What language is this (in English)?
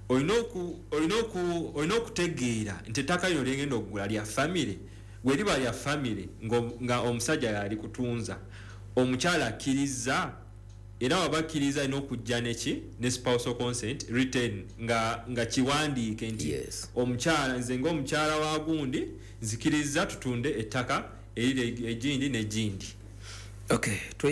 Ganda